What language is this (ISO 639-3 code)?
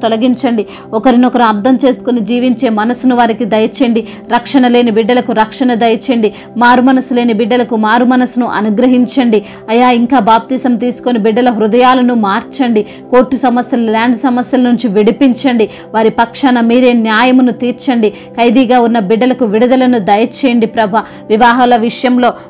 tel